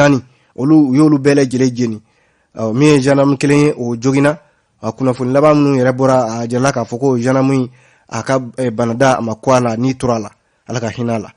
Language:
Bambara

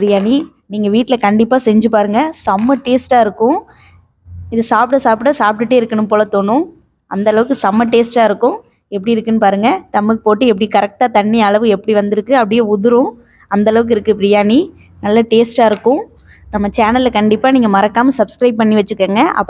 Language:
Tamil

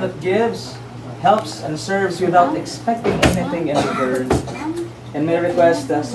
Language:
Hiligaynon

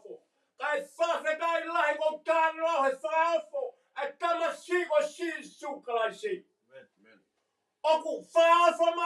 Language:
Tongan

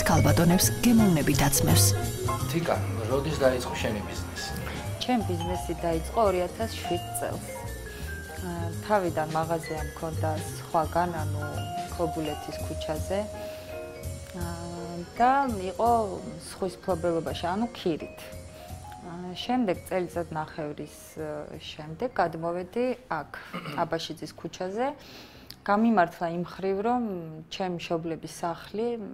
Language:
Georgian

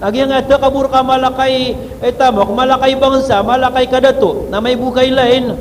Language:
Maranao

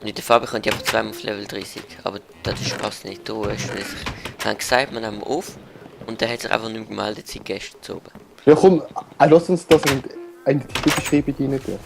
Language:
Swiss German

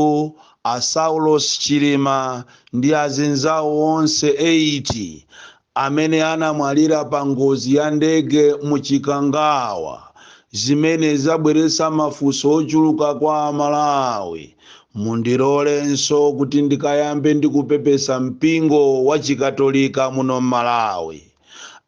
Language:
Nyanja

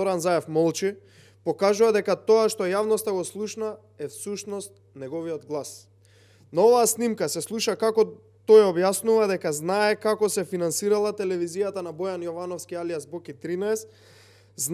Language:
Macedonian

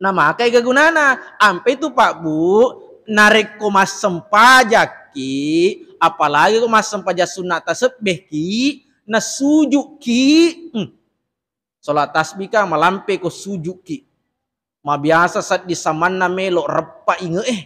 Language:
Buginese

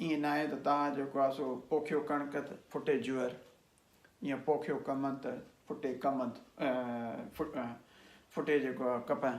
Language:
Sindhi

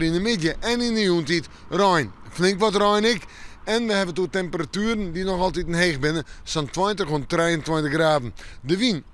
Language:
Western Frisian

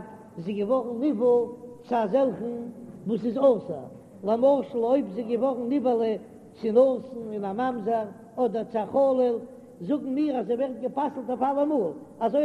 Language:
Yiddish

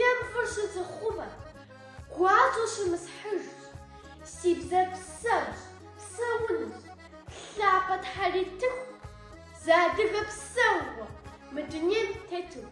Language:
Kabardian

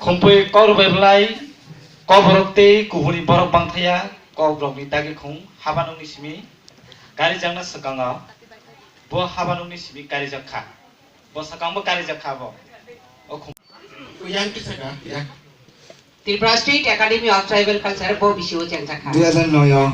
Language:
Kok Borok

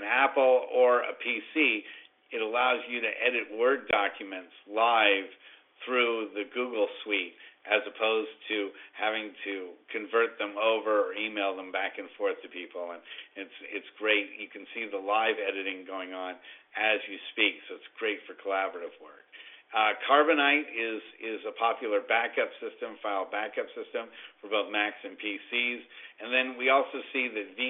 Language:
English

